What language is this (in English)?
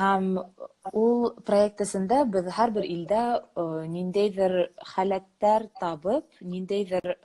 Bashkir